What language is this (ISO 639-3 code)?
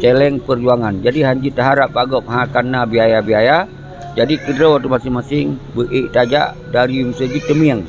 ace